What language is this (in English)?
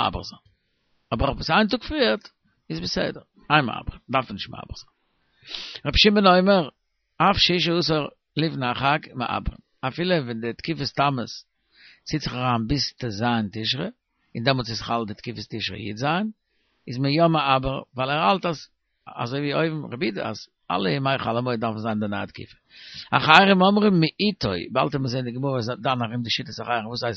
Yiddish